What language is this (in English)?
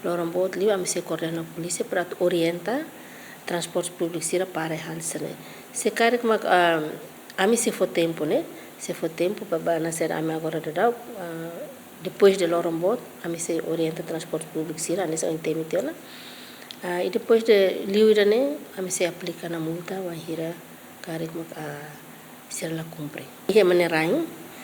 Tetum